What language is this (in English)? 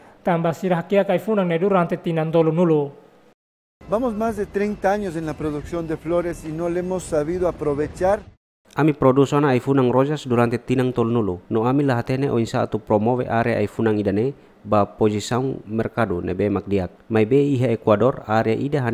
Tetum